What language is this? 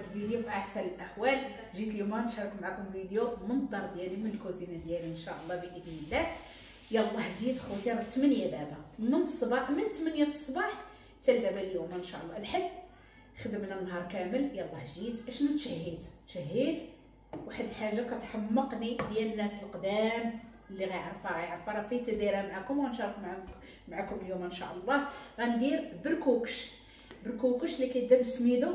Moroccan Arabic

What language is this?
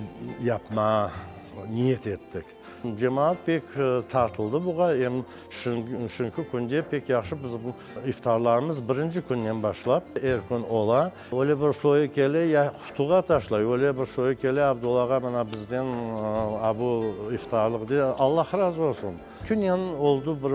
Crimean Tatar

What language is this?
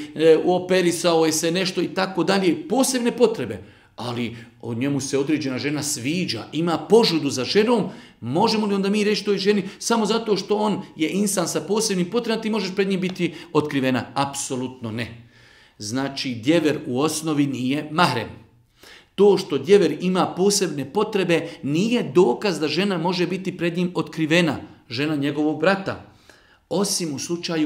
Bosnian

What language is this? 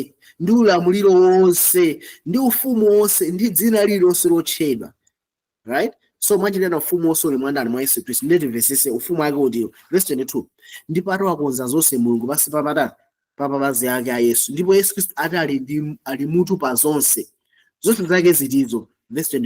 Nyanja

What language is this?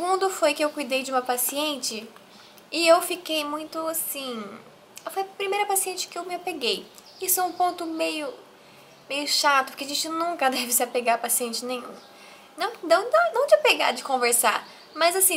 Portuguese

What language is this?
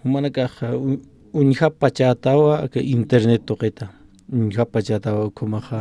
Aymara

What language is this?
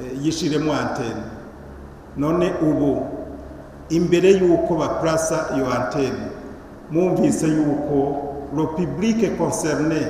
Rundi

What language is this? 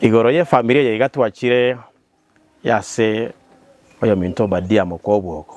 Gusii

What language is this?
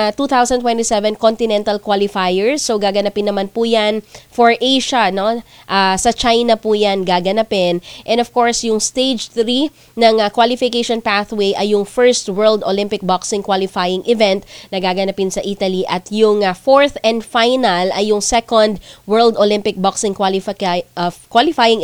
Filipino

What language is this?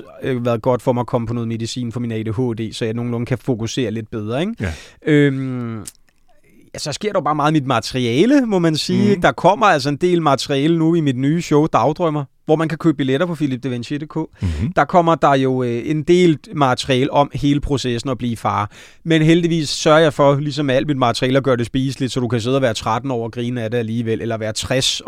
Danish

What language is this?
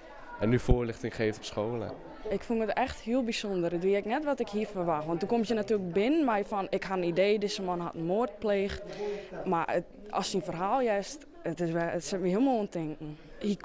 Western Frisian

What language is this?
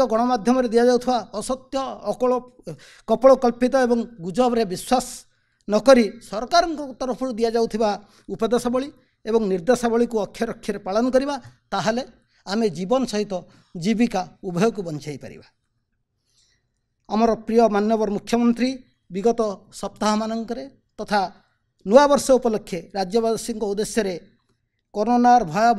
Odia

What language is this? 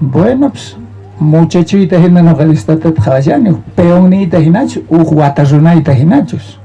South Bolivian Quechua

